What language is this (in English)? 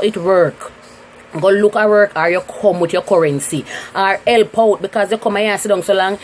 Jamaican Creole English